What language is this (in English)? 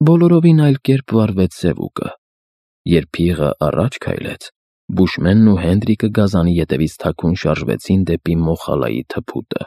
Armenian